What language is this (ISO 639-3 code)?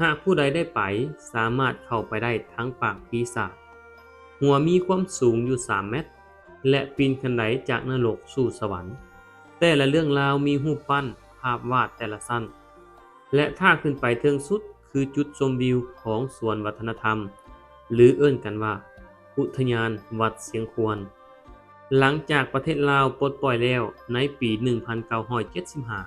lao